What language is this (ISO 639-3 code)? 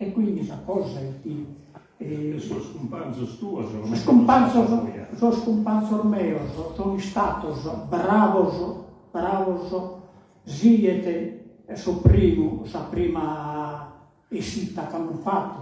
srd